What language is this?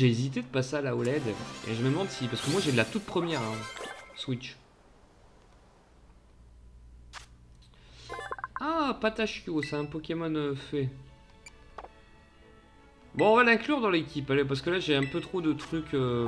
French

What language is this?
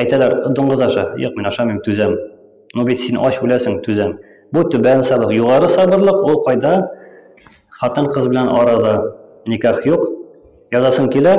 Tatar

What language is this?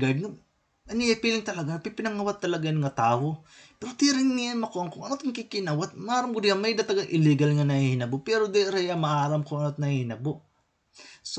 Waray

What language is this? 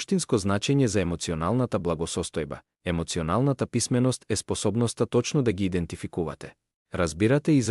Macedonian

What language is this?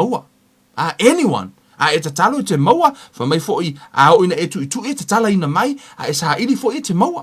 Samoan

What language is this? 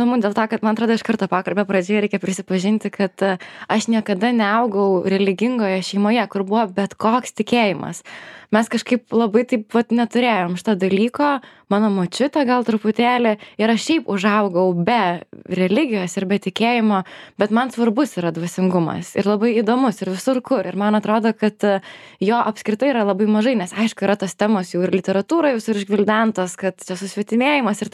Lithuanian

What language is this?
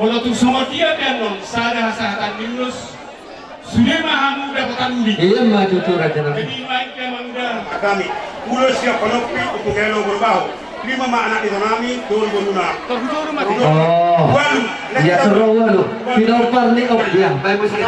Batak Toba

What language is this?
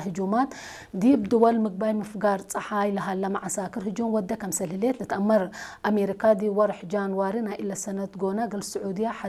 Tigre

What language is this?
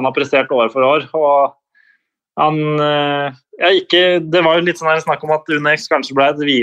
Norwegian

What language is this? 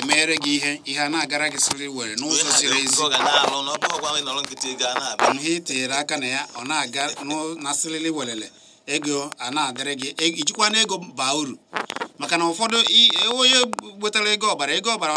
Igbo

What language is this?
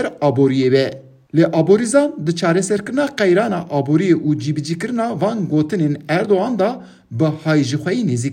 Kurdish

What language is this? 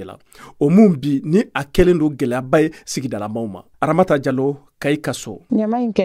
Bambara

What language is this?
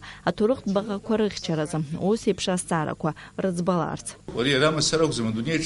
Abkhazian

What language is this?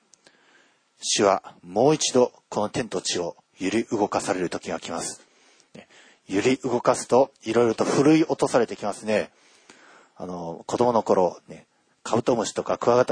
Japanese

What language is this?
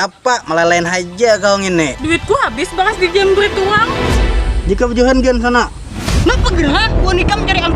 Banjar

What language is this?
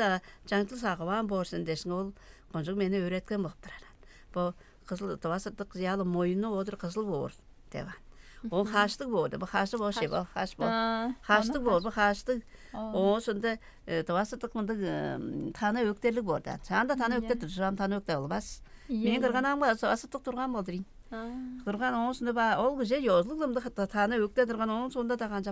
Tuvinian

